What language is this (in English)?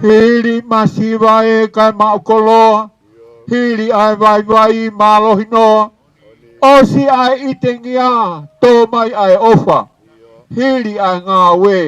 Tongan